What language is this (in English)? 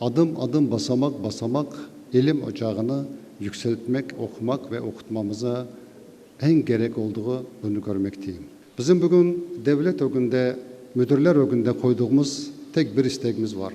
Crimean Tatar